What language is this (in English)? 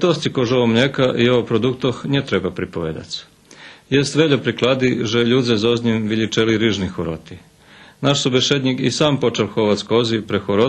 Rusyn